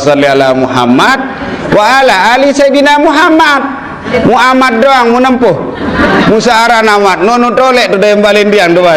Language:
Sasak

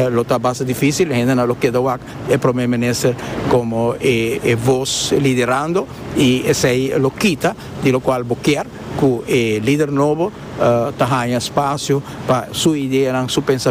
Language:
Papiamento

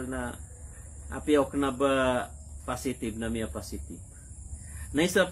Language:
Maranao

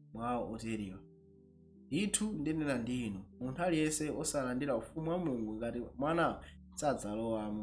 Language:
Nyanja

